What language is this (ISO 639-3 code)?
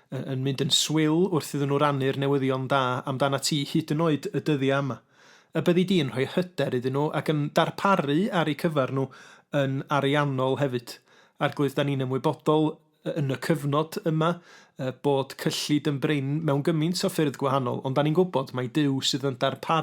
cym